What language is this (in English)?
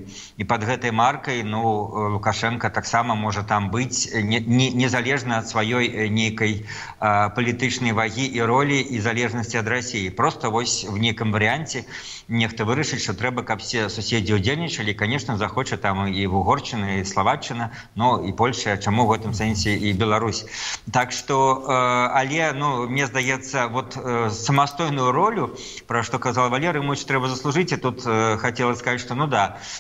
Belarusian